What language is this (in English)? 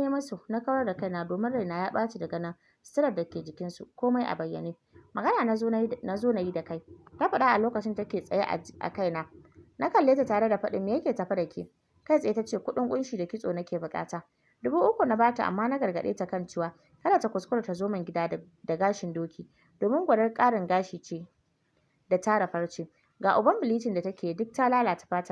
Hausa